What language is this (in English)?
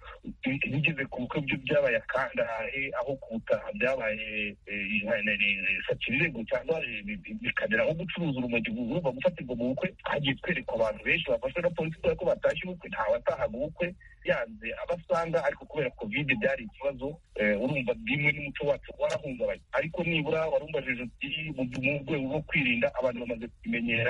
Kinyarwanda